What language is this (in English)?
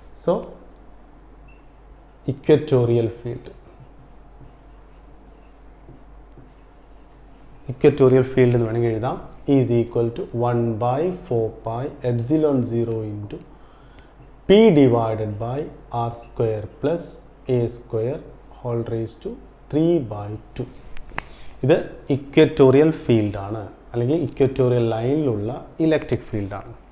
Malayalam